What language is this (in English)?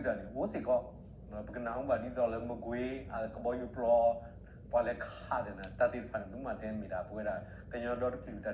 S'gaw Karen